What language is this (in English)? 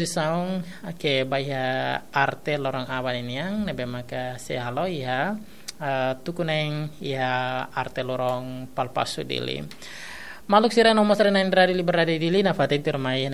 Tetum